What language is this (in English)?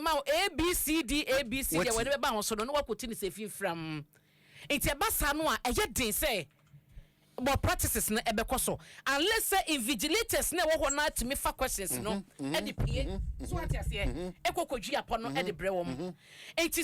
Akan